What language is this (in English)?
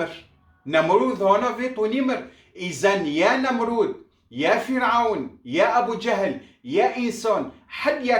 Kurdish